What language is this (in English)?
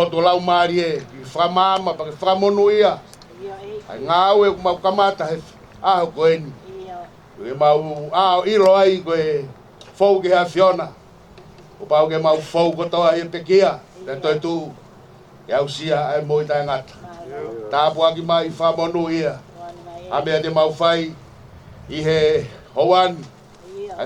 Tongan